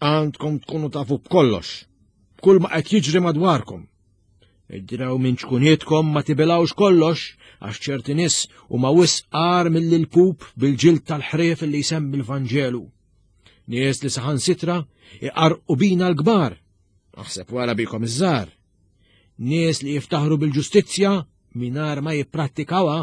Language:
Maltese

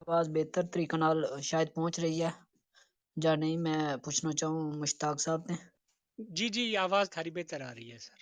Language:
Gujari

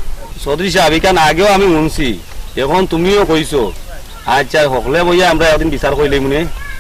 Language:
Sylheti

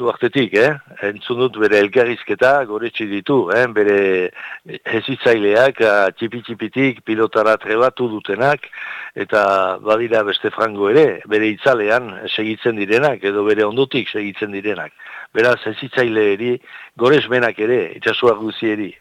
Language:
Basque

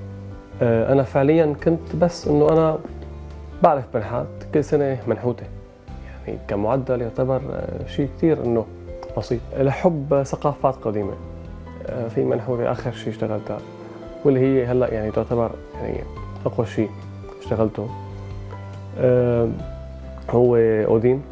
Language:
North Levantine Arabic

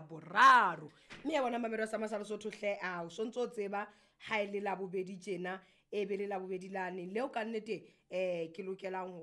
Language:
Southern Sotho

